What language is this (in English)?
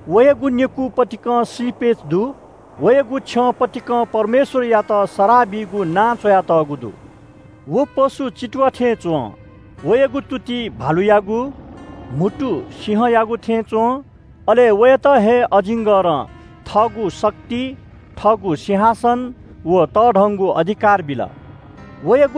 Newari